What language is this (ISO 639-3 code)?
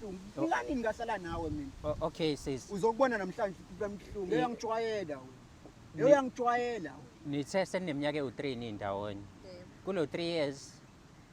zul